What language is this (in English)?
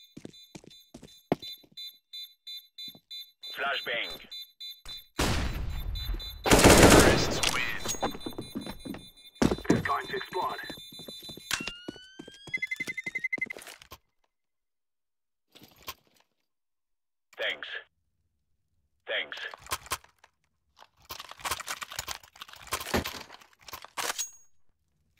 English